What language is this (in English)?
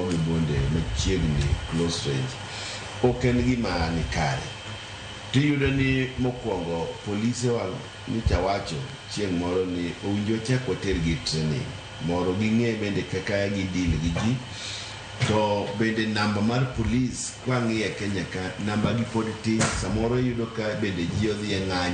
Luo (Kenya and Tanzania)